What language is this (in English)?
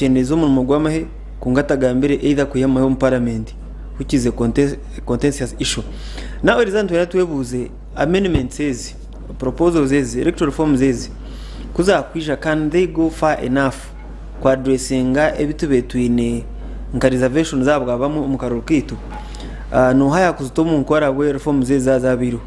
Nyankole